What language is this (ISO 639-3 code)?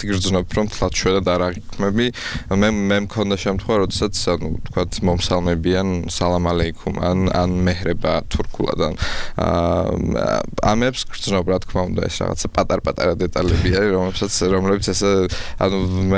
kat